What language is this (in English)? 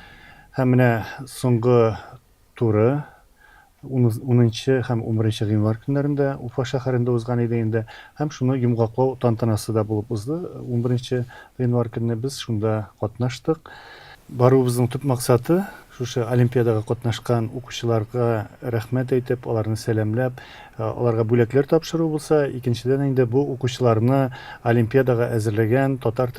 Tatar